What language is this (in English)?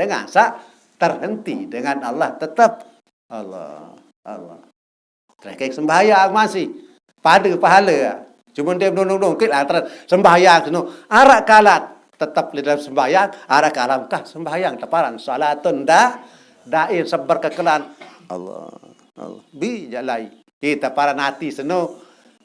Sasak